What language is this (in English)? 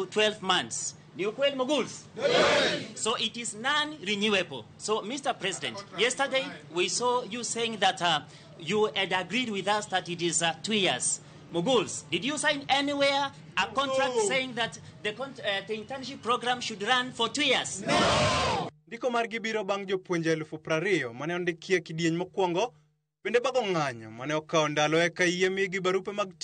Luo (Kenya and Tanzania)